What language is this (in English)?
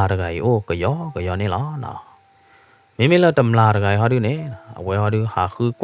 S'gaw Karen